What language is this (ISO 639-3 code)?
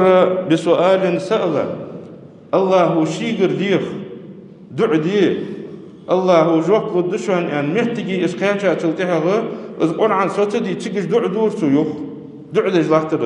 inh